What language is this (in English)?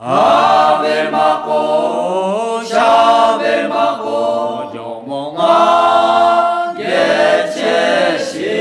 Lahu